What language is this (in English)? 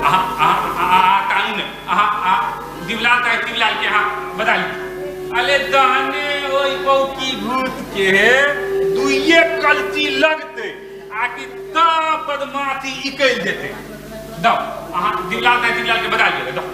Maithili